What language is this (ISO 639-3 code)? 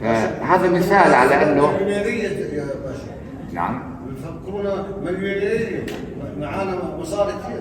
apc